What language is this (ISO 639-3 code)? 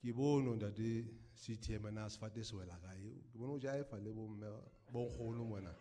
sot